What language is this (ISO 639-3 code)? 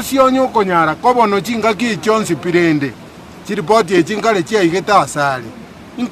guz